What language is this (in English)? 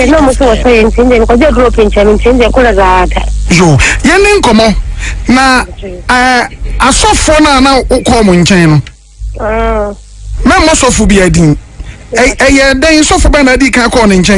Akan